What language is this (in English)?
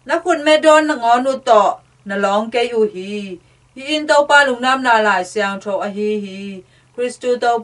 Tedim Chin